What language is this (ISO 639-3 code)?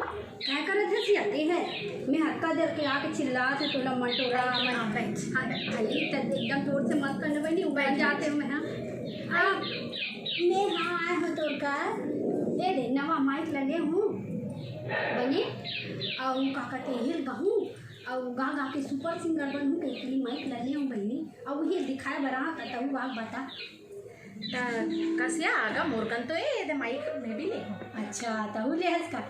hne